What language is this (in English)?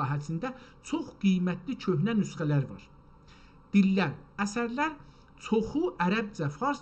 South Azerbaijani